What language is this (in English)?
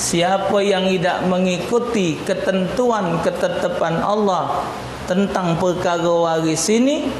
Musi